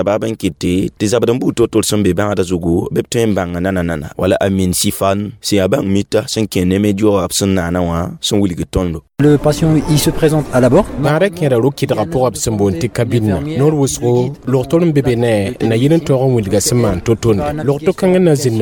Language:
Mossi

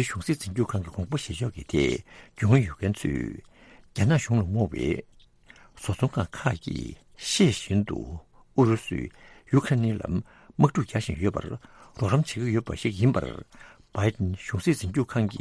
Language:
Tibetan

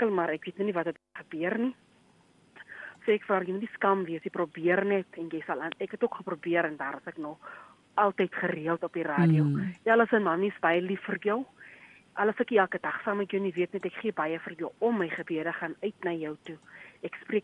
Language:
Afrikaans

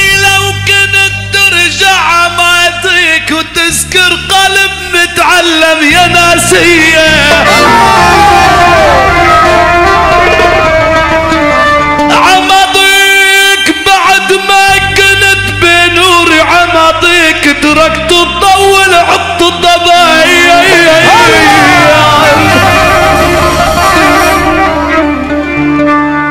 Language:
North Levantine Arabic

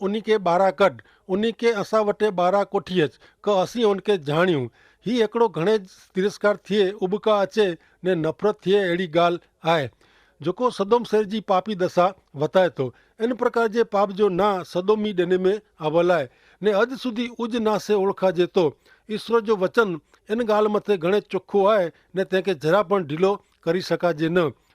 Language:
Kachhi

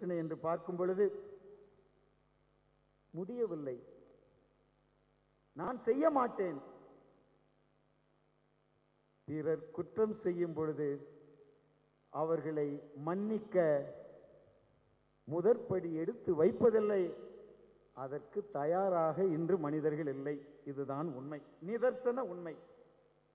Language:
Tamil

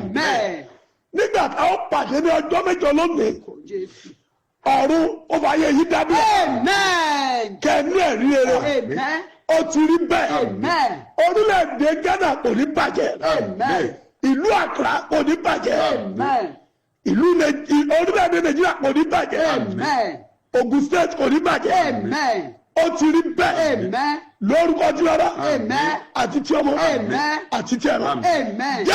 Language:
Yoruba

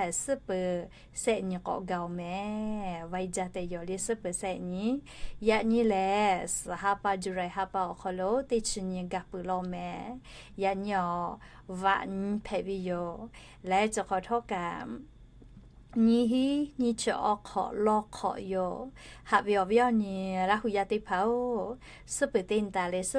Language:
Lahu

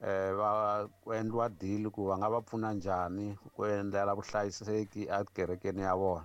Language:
Tsonga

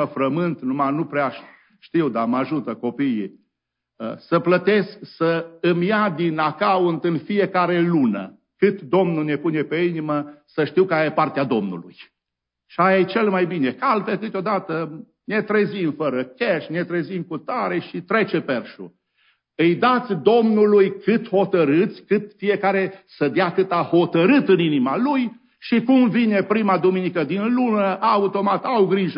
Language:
Romanian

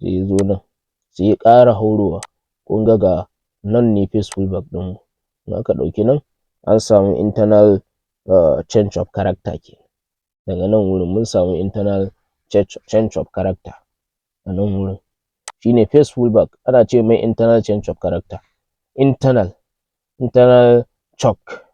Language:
Hausa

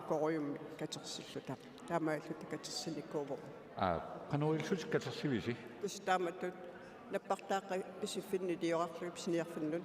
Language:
Kalaallisut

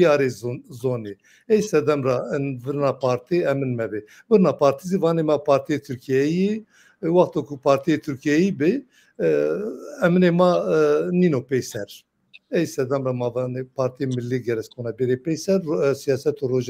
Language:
Zaza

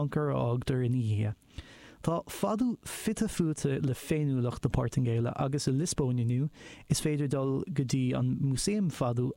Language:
Irish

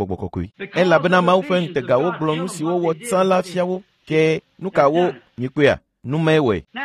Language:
Ewe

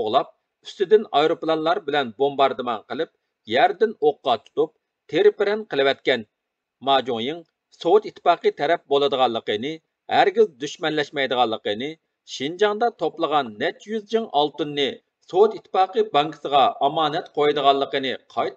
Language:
Uyghur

